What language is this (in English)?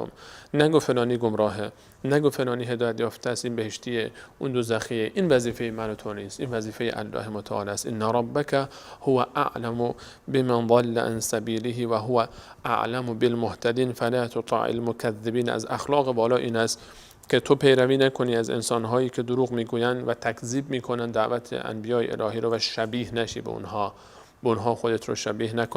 Persian